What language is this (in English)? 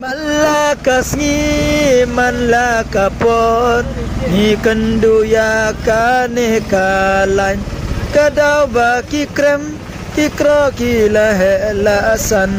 Khasi